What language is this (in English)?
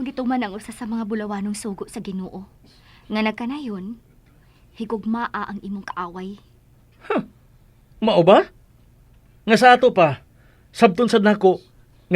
Cebuano